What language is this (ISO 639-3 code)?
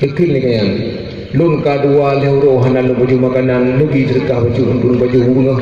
ace